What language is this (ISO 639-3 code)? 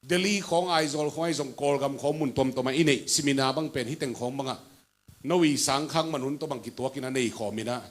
ctd